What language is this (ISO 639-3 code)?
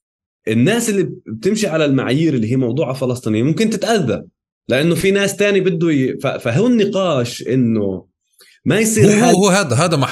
apc